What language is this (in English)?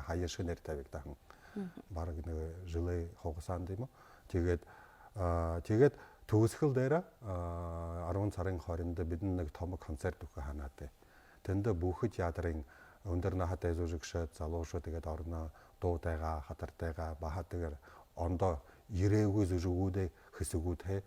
Buriat